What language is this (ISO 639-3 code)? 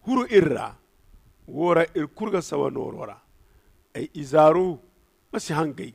dje